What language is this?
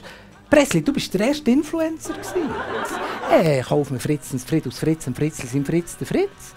Swiss German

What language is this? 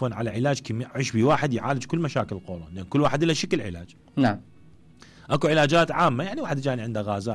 Mesopotamian Arabic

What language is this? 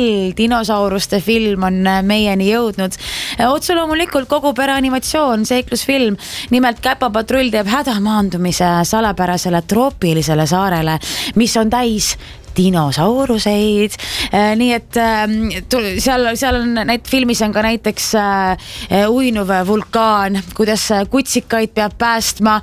Estonian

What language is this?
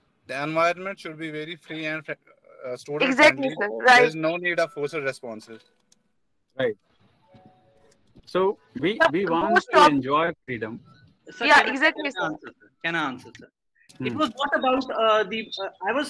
English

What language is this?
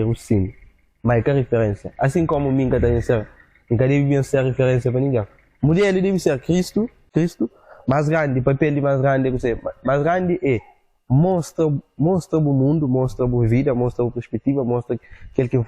Kabuverdianu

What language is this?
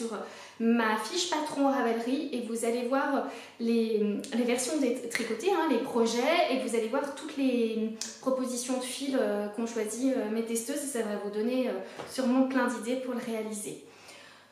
French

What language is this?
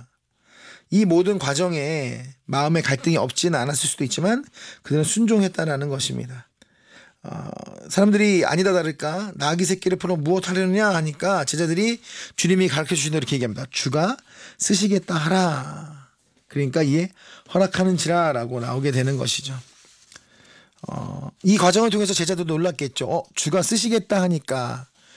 Korean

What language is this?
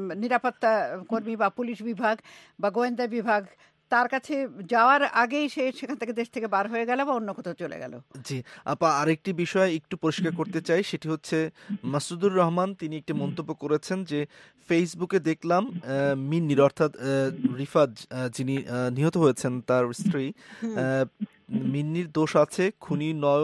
Bangla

